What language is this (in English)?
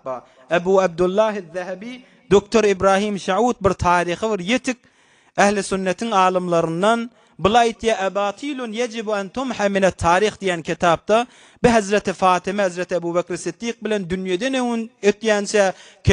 Turkmen